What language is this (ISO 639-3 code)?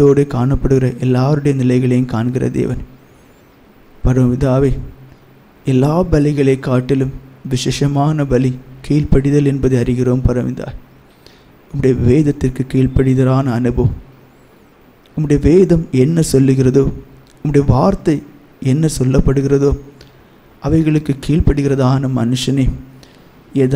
tam